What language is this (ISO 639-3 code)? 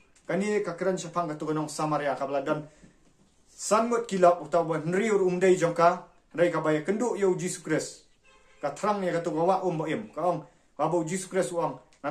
kha